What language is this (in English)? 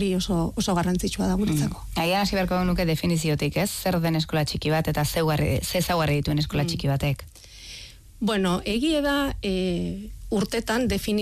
Basque